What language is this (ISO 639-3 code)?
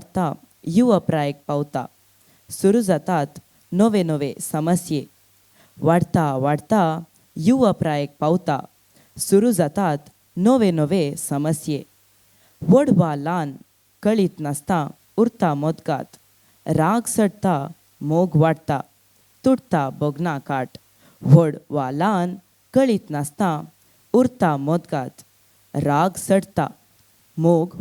kok